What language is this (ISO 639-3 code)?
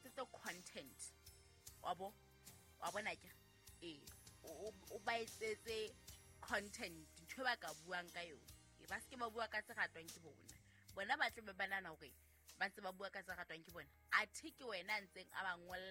sot